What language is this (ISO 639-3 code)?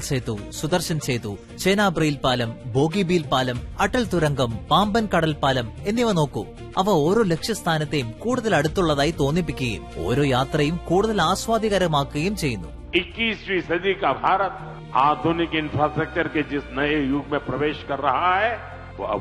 mal